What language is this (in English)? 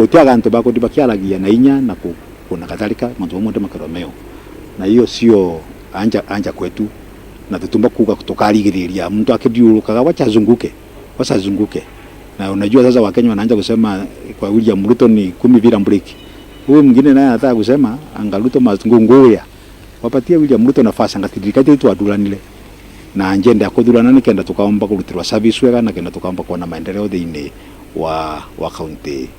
Meru